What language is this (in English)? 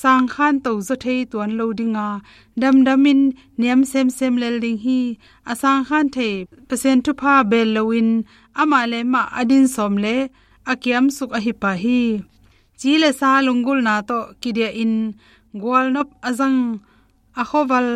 Tedim Chin